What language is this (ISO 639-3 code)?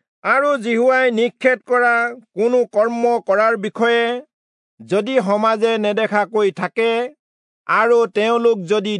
asm